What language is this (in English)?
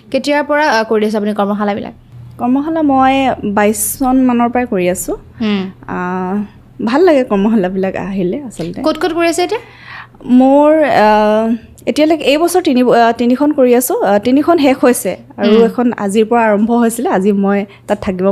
Assamese